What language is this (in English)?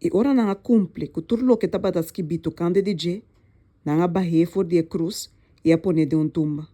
Papiamento